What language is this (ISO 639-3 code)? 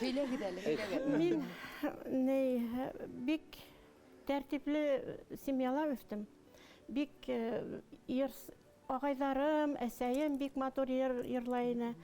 bak